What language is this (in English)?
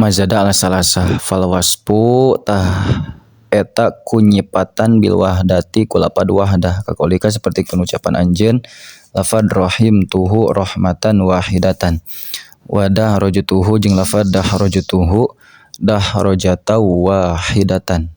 Sundanese